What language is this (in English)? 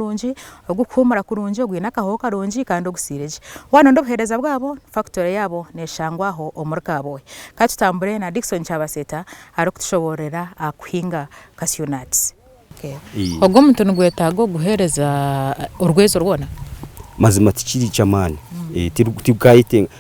Nyankole